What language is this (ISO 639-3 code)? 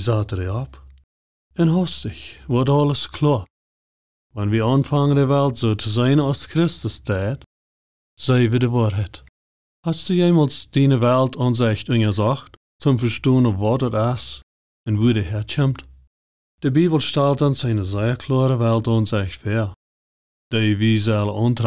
pdt